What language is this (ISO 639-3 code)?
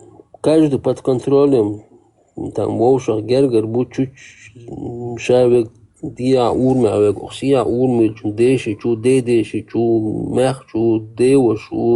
che